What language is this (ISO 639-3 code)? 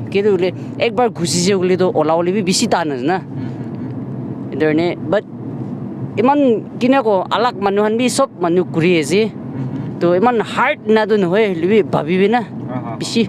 nag